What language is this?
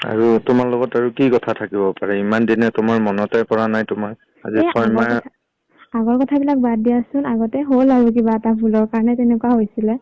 Assamese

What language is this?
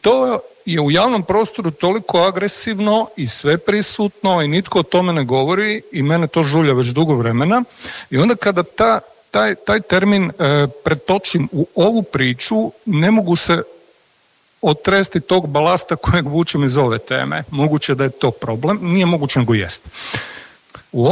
Croatian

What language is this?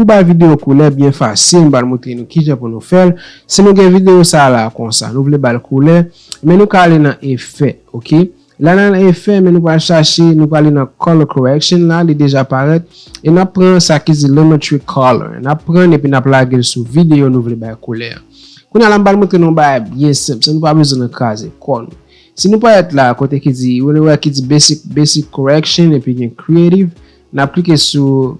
Haitian Creole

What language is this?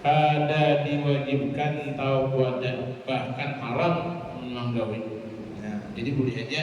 Banjar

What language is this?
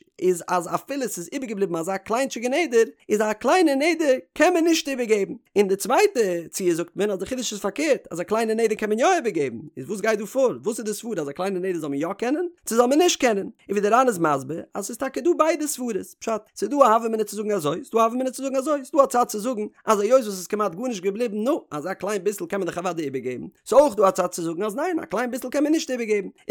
Yiddish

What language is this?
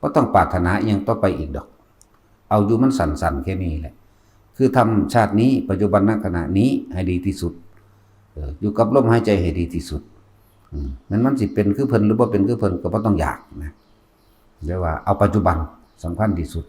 Northeastern Thai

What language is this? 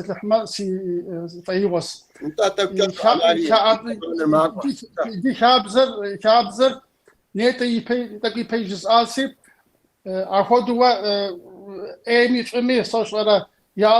Kabardian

